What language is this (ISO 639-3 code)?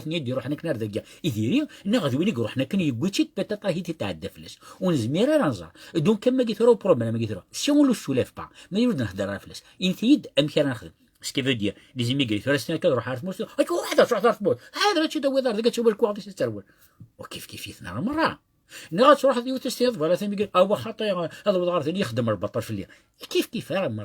kab